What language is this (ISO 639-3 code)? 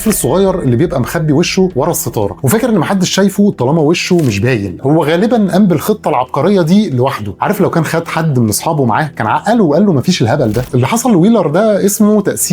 arz